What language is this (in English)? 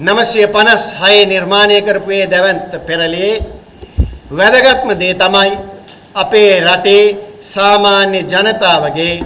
Sinhala